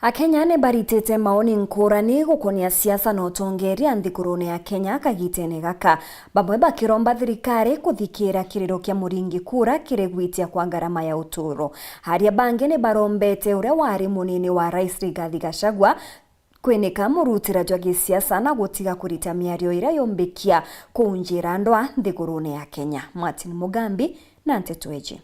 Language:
Meru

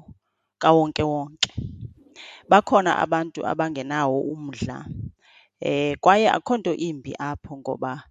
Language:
Xhosa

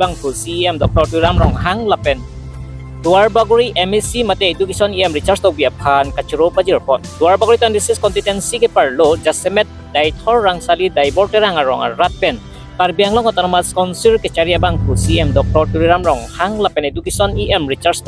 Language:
Karbi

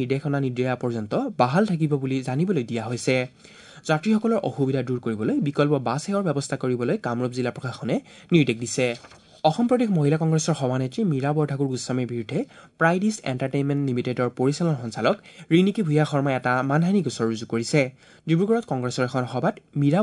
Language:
Assamese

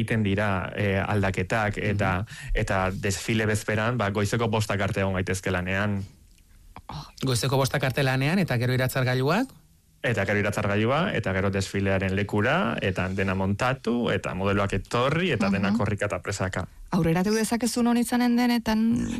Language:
Basque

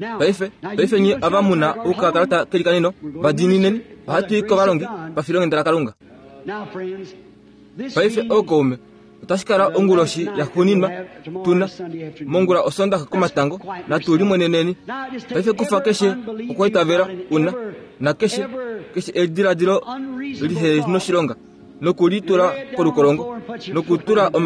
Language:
Kuanyama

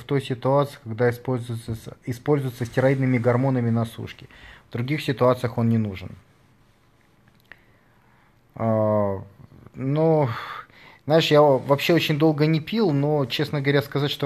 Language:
Russian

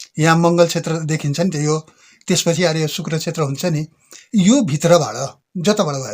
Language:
Nepali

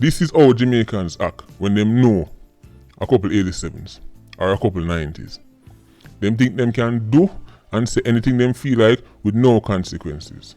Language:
Jamaican Creole English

